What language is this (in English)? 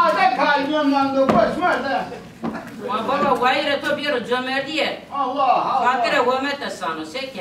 Zaza